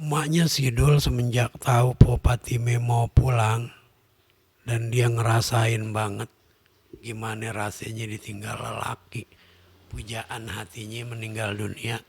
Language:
Betawi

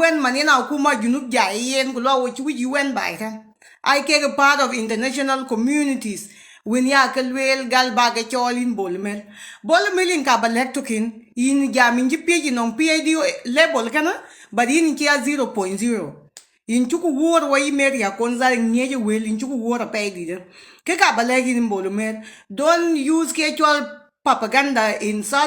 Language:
Nuer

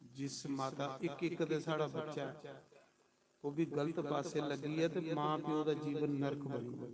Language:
Dogri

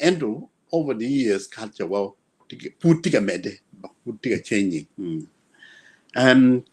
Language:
Acoli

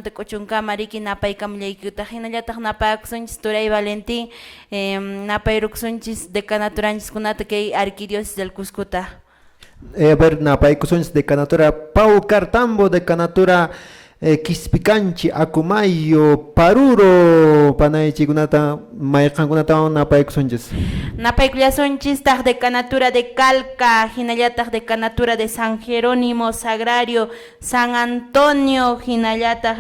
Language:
Quechua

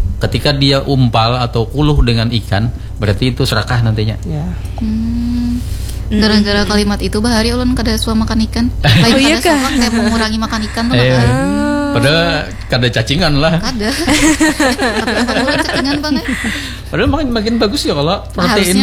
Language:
Banjar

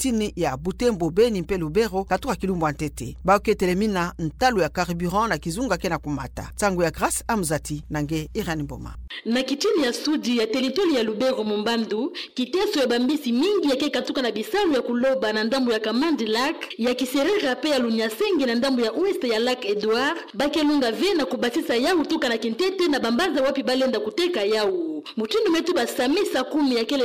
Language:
Kituba (Democratic Republic of Congo)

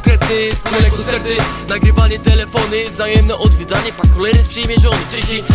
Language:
Polish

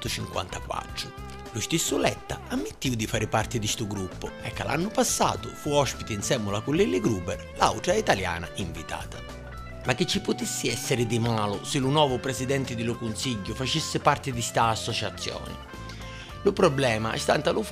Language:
Sicilian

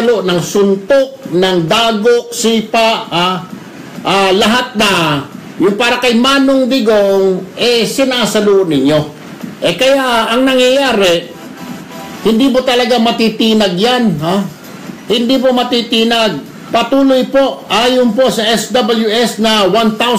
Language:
Filipino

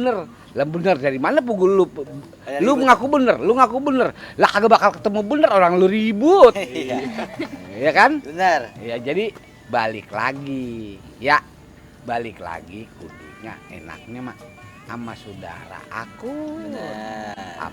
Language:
Betawi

